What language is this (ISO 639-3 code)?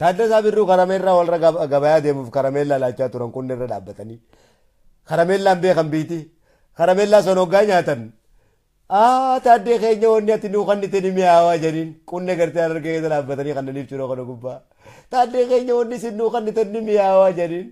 orm